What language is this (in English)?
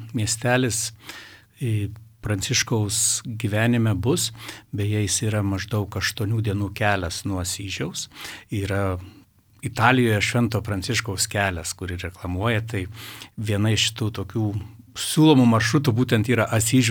Lithuanian